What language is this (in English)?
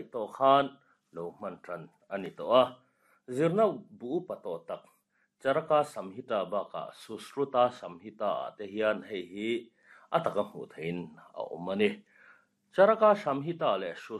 Mizo